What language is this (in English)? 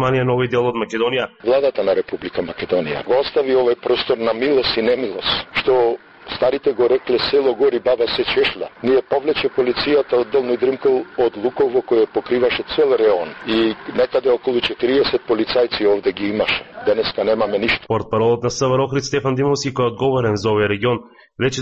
Macedonian